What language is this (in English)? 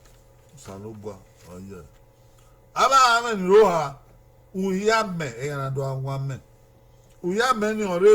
Bini